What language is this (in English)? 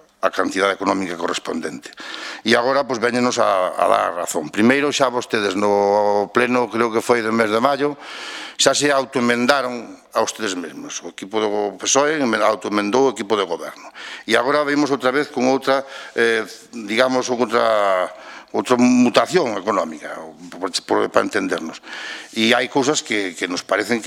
Galician